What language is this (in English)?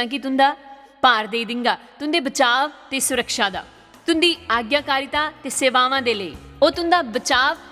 Dogri